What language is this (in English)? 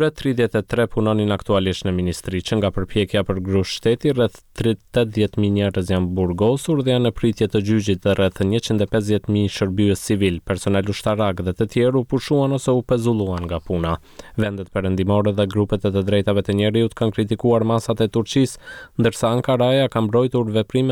Albanian